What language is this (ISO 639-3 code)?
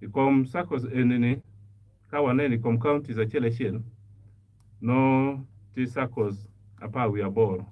ach